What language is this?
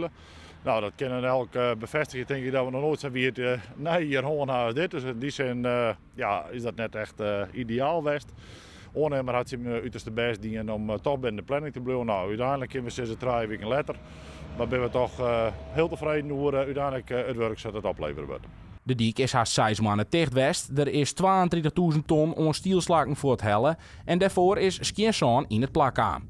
Western Frisian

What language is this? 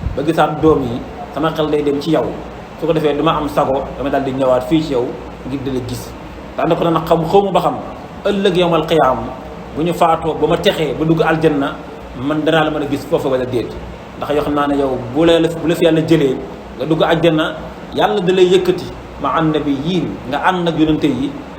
Wolof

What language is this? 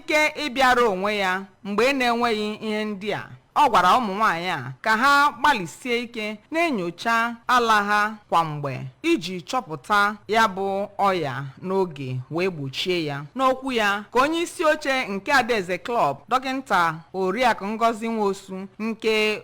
Igbo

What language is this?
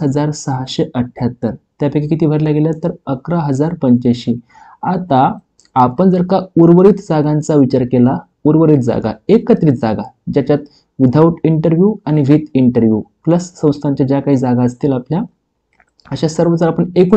Marathi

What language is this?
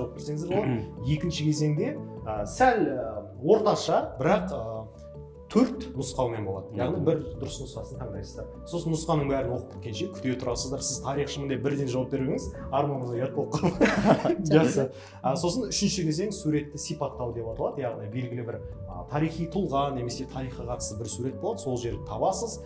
Kazakh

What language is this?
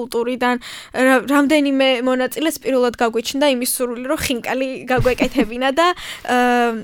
Georgian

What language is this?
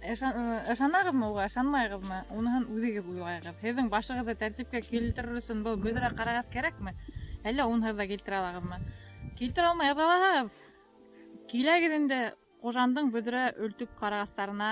Bashkir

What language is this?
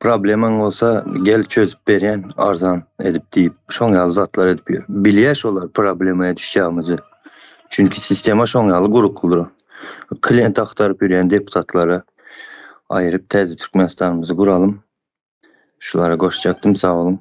Turkmen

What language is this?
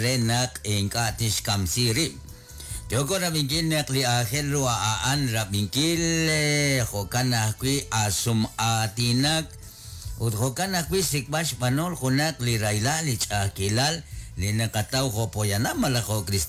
Kekchí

